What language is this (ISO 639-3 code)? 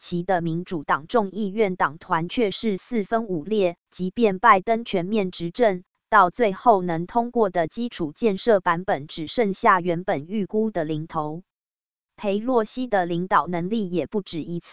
zho